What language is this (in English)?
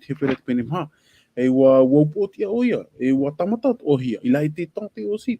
Tahitian